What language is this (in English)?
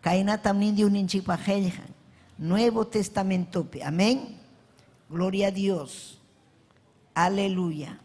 Ayacucho Quechua